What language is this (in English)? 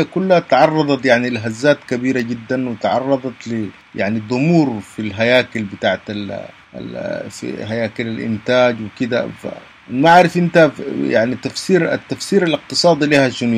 Sudanese Arabic